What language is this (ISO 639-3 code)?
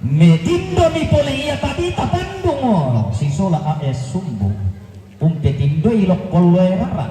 sda